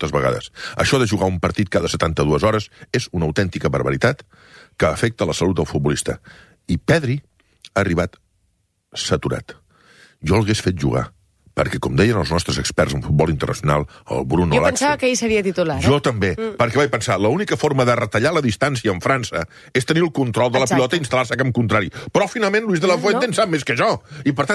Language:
Catalan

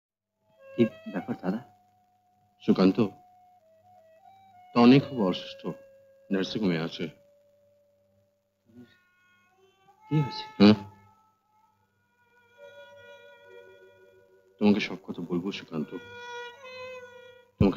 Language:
Bangla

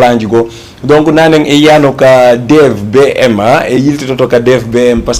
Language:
Fula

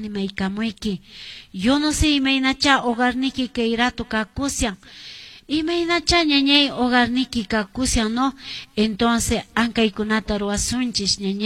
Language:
Quechua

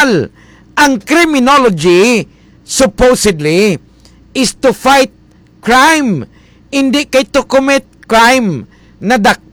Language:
Hiligaynon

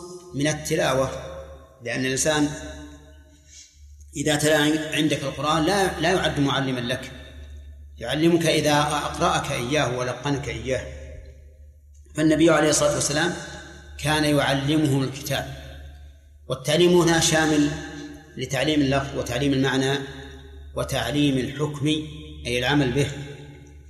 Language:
Arabic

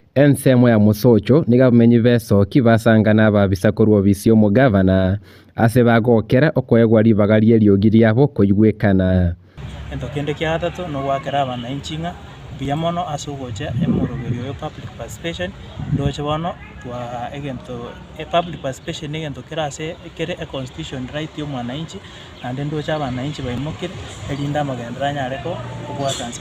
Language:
Gusii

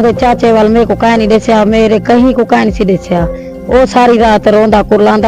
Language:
Saraiki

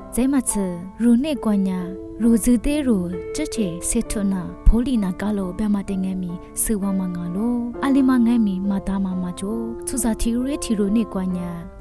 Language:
Lisu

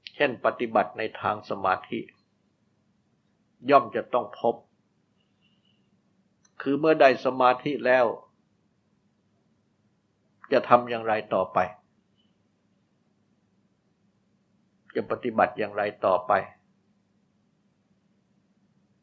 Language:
Thai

